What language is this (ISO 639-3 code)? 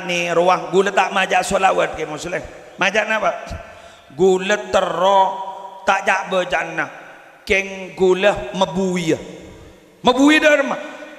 mad